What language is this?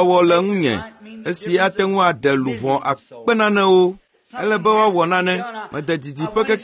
Ewe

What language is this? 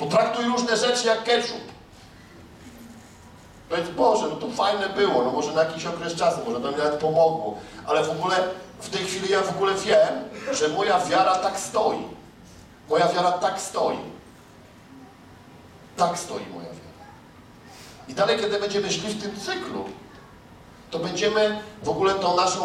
Polish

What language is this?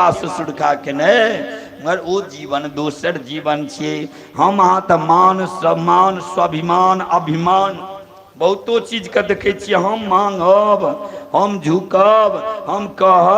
Maithili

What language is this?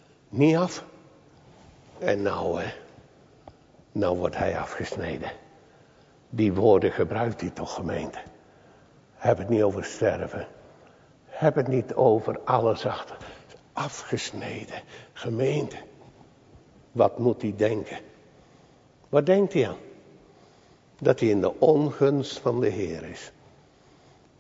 Dutch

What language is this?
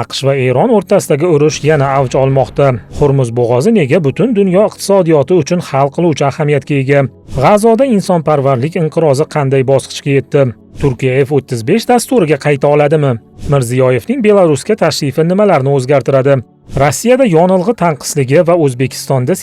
Uzbek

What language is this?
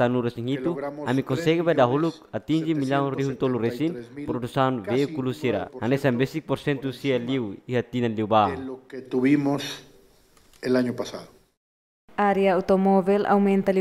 Tetum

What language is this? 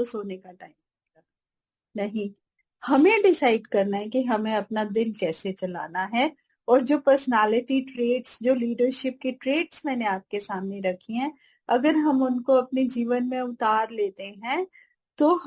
Hindi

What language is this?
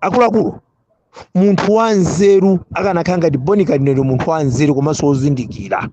Nyanja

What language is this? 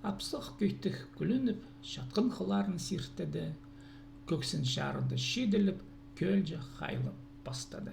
Khakas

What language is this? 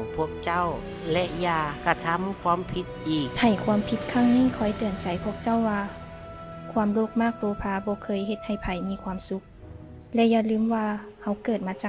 Lao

